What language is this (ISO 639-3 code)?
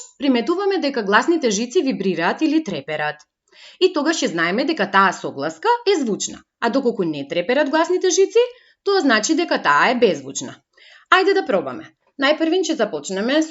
mkd